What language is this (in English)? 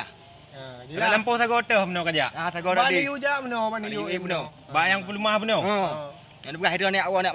Achinese